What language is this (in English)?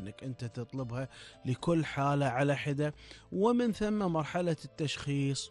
Gulf Arabic